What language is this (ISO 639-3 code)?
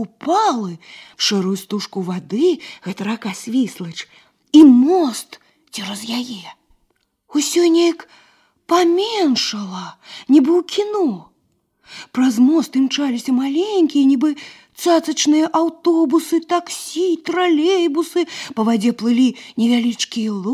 bel